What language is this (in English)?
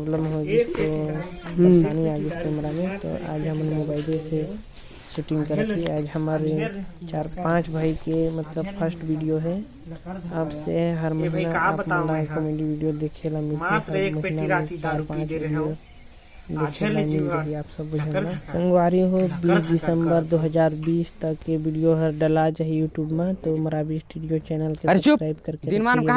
Chhattisgarhi